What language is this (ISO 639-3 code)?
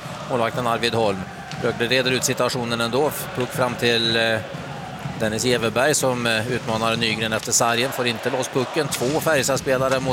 swe